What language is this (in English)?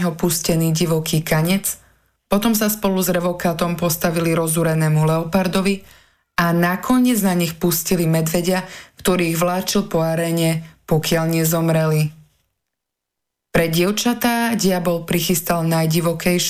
Slovak